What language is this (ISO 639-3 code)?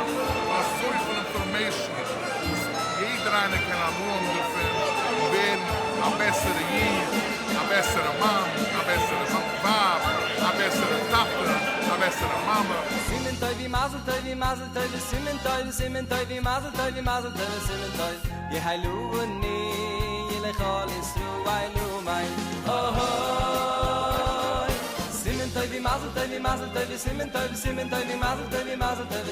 yid